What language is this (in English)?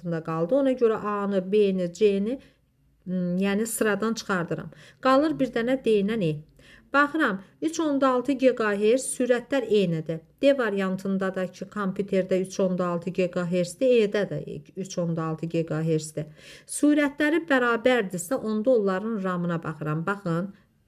Azerbaijani